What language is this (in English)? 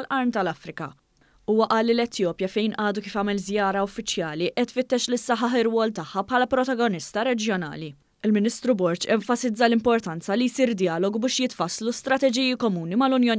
Maltese